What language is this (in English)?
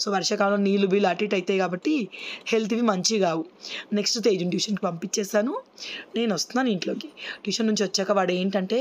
Telugu